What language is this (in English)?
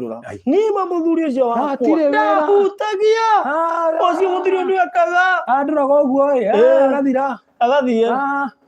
Kikuyu